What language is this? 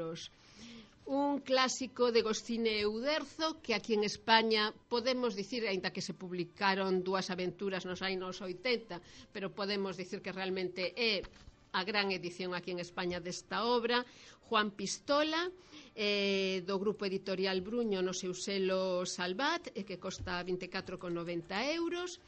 Galician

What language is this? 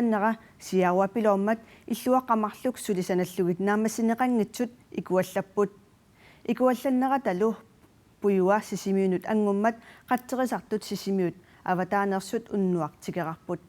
Kalaallisut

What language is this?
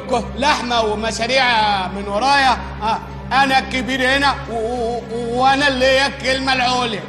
Egyptian Arabic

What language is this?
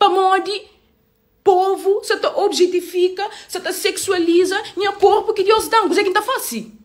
Kabuverdianu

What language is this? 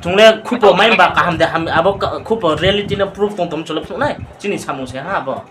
Riang (India)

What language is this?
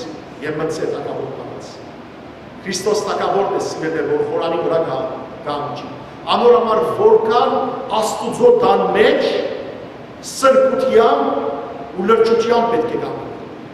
Western Armenian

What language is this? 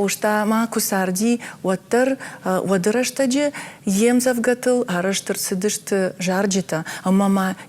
Ossetic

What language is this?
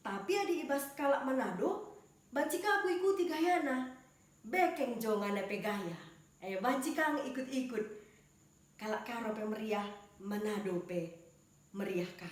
Batak Karo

